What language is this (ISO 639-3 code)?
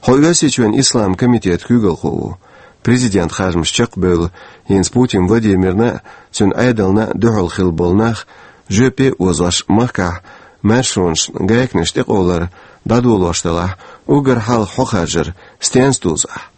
che